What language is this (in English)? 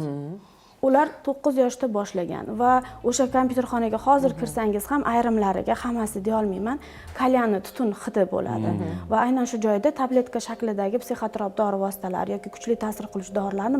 Uzbek